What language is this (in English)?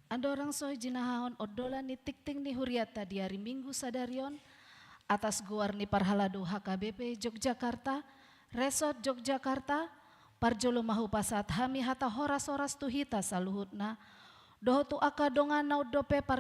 Batak Toba